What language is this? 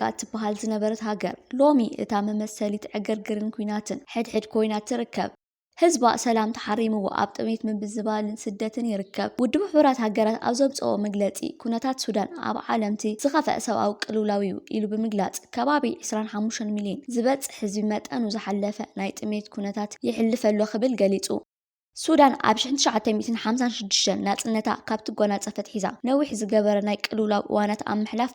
Tigrinya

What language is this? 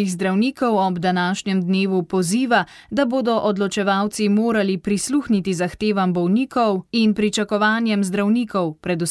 Slovenian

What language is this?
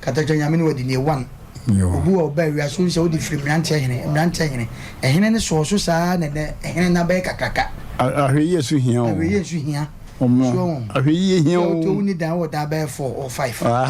Akan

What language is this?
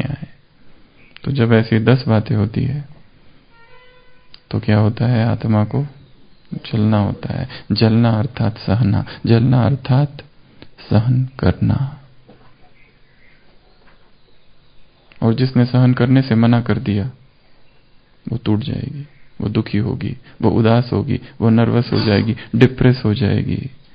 Hindi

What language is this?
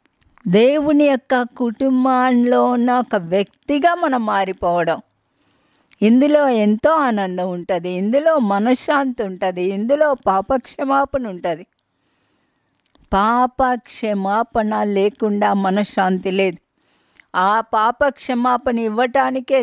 Telugu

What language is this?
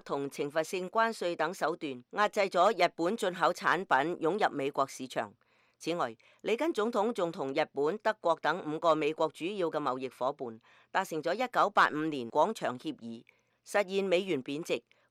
Cantonese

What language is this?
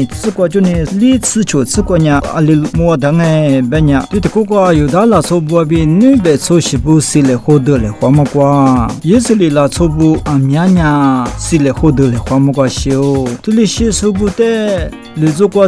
Lisu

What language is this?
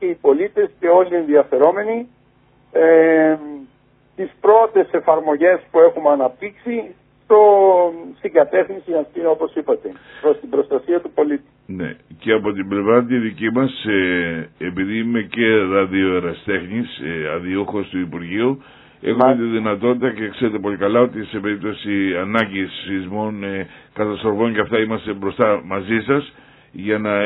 Greek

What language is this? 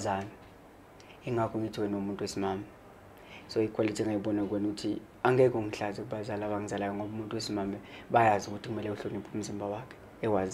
Zulu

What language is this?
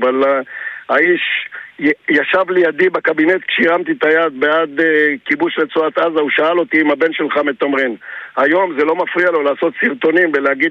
Hebrew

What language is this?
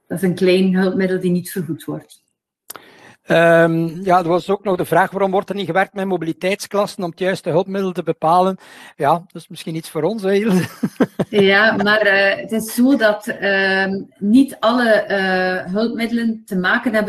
Dutch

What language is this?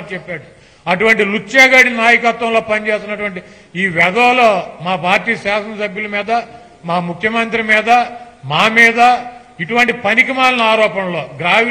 Telugu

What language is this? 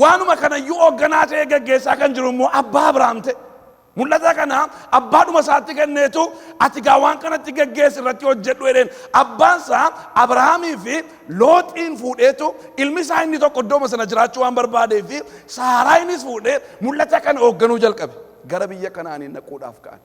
Oromo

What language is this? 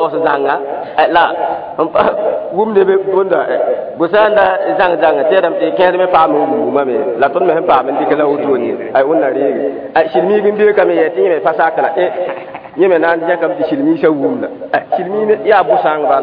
Mossi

